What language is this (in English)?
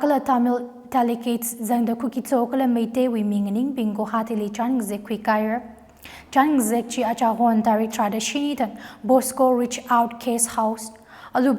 Tangkhul Naga (India)